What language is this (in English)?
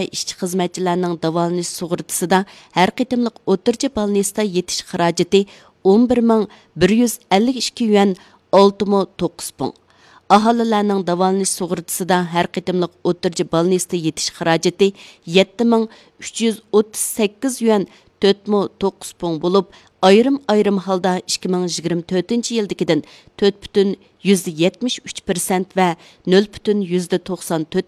Uyghur